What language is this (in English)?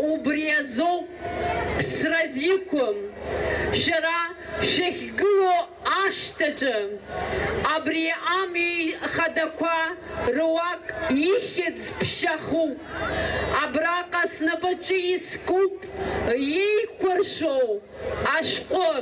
Abkhazian